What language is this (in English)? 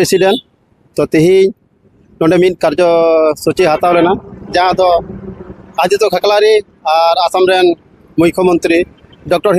Santali